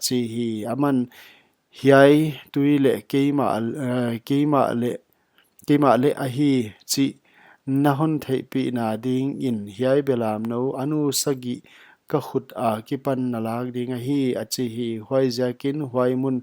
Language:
Paite Chin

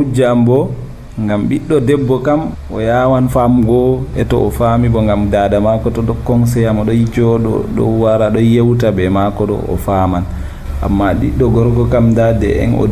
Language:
Nigerian Fulfulde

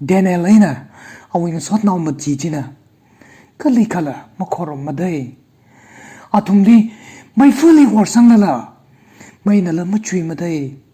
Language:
Tangkhul Naga (India)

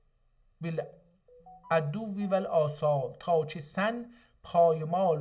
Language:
South Azerbaijani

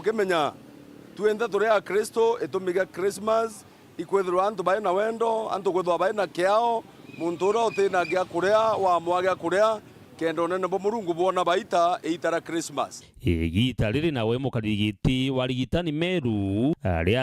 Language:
Meru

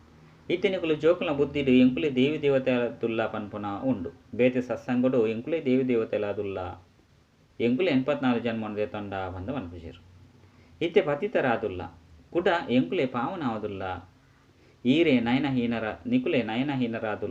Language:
Tulu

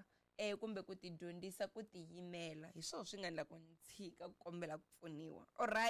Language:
Tsonga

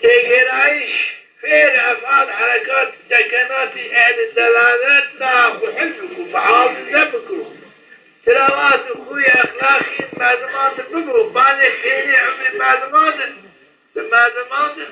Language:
Zaza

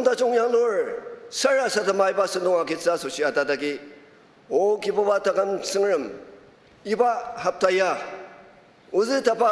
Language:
Ao Naga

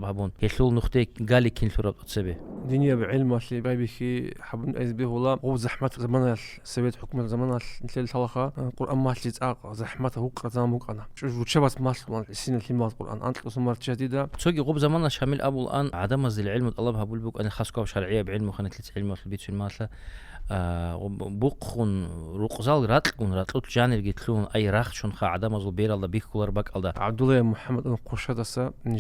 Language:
Avaric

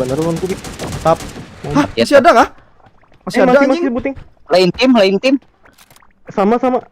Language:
Banjar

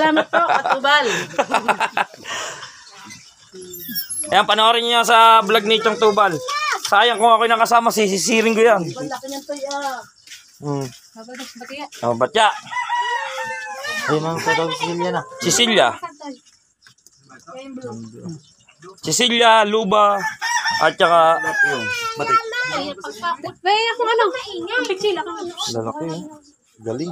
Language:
Filipino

